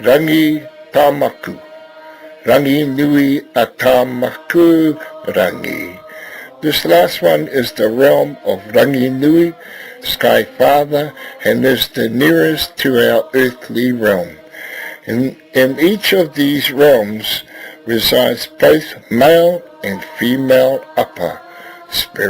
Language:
Māori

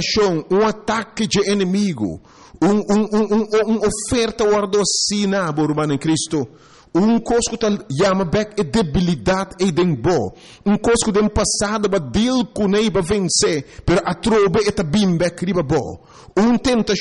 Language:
Papiamento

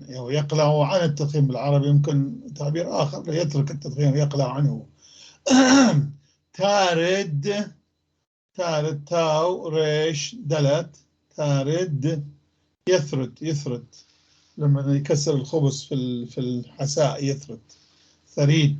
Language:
North Levantine Arabic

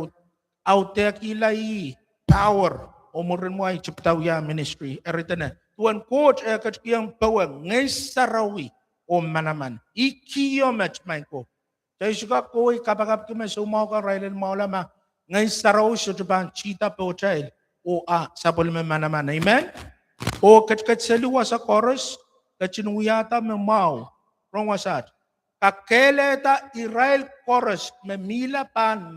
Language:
Pohnpeian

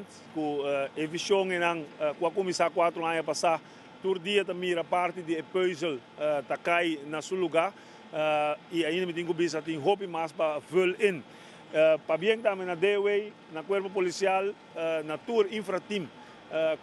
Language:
Papiamento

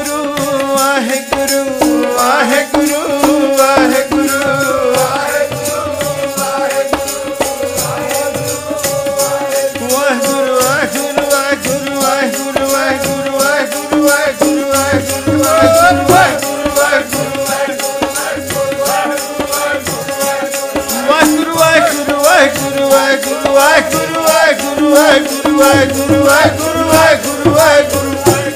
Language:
Punjabi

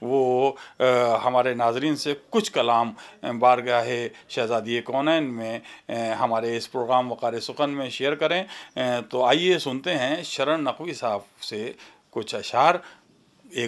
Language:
Urdu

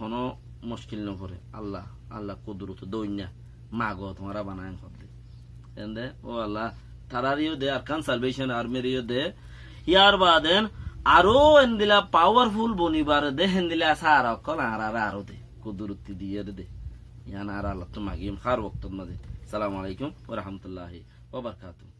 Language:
Rohingya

